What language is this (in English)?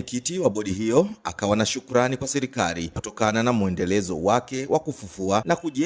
Swahili